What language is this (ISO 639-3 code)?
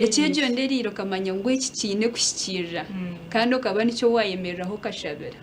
nyn